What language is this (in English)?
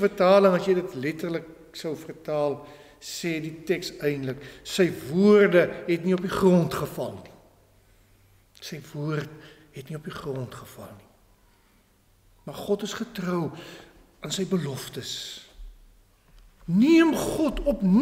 Afrikaans